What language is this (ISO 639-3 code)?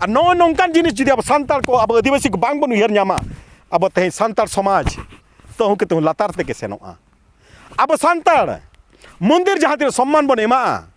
sat